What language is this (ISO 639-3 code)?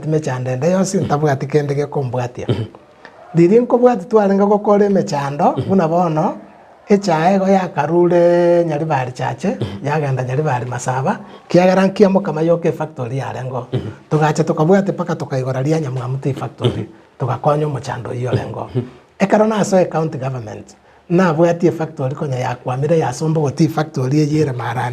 guz